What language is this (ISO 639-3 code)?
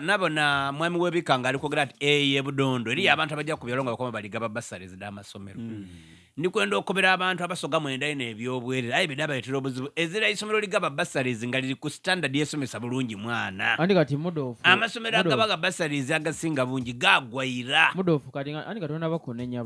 lug